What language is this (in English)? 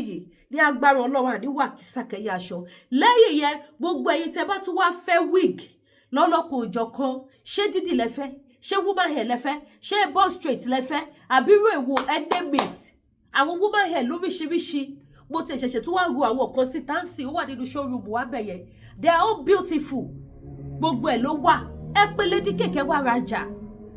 Yoruba